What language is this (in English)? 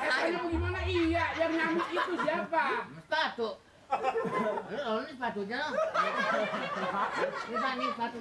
Betawi